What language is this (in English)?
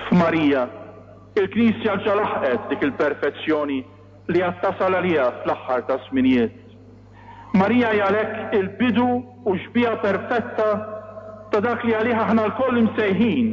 Maltese